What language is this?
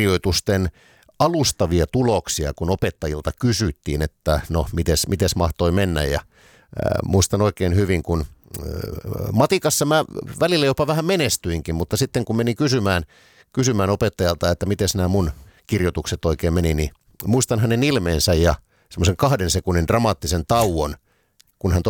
Finnish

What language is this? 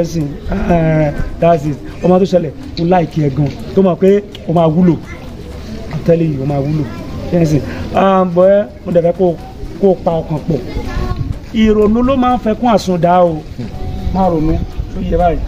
Yoruba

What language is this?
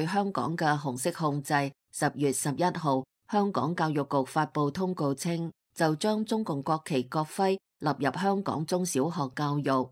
Cantonese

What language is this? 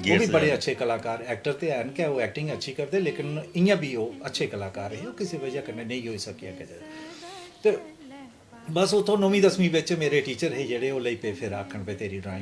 Dogri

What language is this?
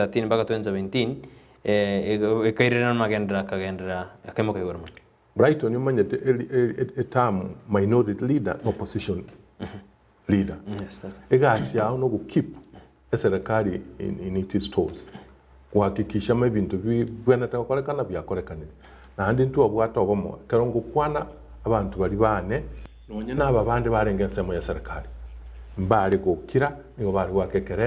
Gusii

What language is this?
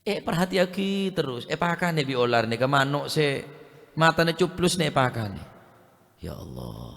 Madurese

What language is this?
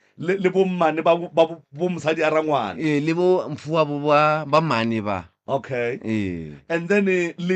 Northern Sotho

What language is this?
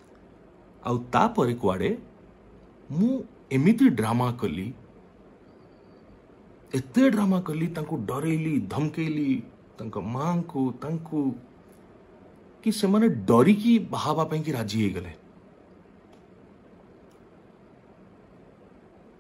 Odia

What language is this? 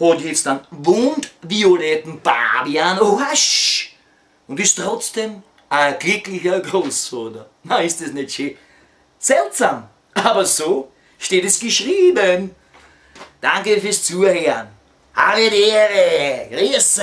Bavarian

